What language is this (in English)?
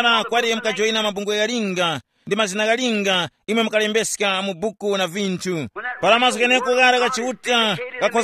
Tumbuka